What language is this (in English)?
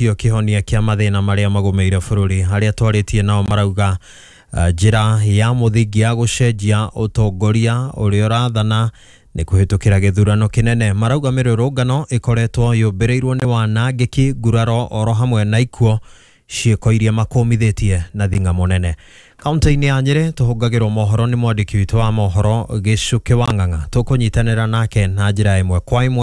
Kikuyu